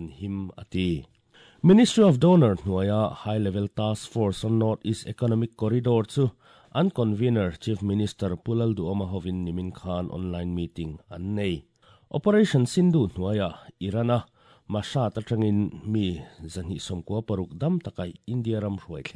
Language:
Mizo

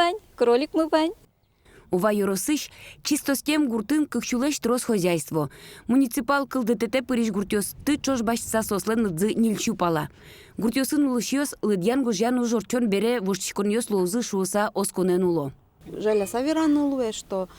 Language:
Udmurt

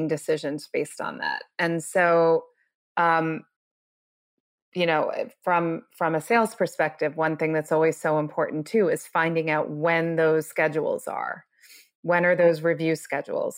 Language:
English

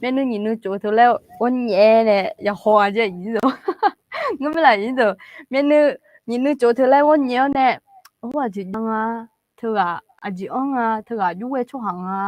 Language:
Akha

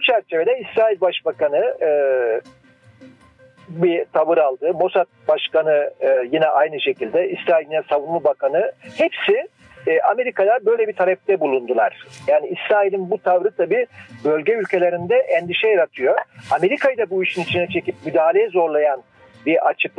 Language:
Turkish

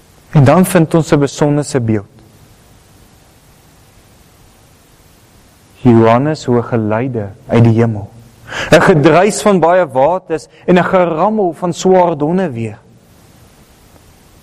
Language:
Afrikaans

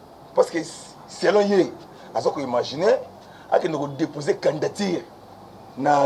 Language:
Lingala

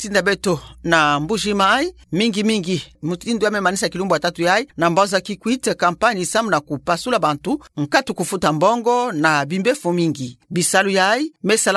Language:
Kituba (Democratic Republic of Congo)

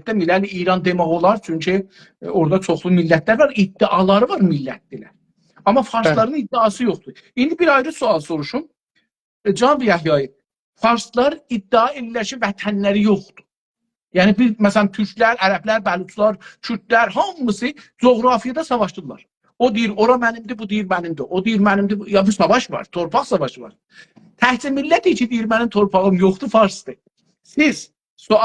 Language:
South Azerbaijani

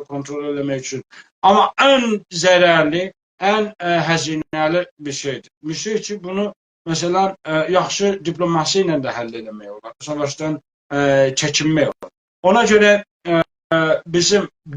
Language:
South Azerbaijani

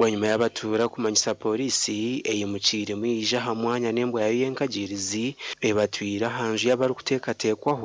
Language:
Nyankole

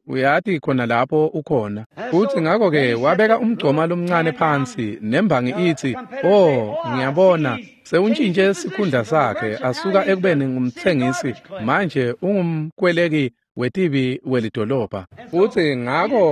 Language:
Swati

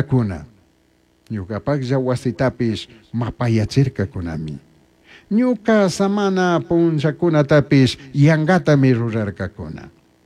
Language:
Chimborazo Highland Quichua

